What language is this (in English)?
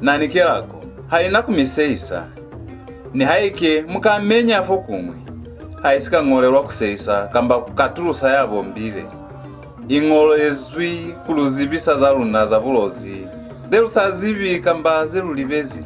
Lozi